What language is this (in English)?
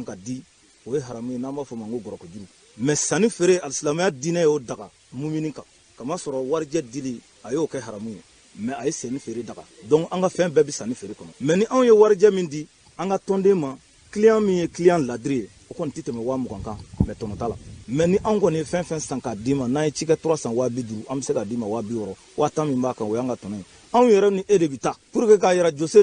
Bambara